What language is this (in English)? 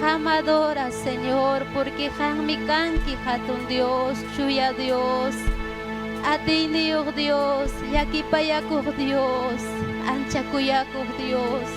Ayacucho Quechua